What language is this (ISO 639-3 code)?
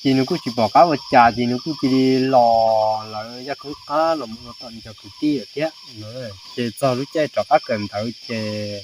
hmn